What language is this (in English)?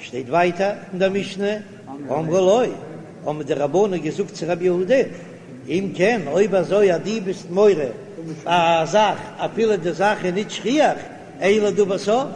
Yiddish